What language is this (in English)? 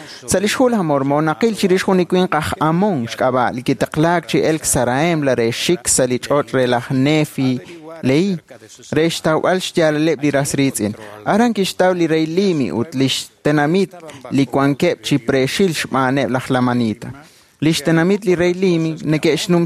Kekchí